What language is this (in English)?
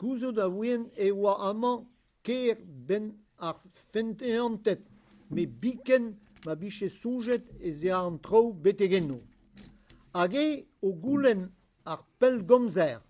Breton